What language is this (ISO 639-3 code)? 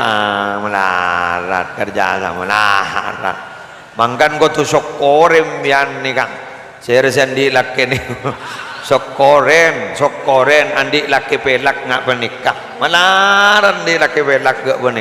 mad